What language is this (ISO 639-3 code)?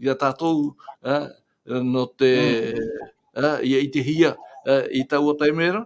tah